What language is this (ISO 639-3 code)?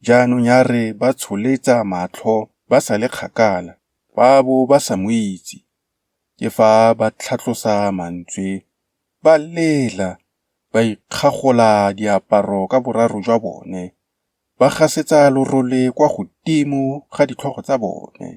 tsn